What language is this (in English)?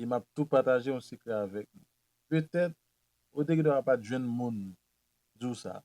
Haitian Creole